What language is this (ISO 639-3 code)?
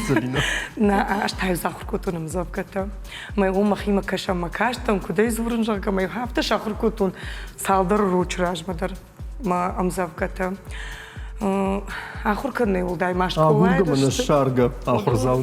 oss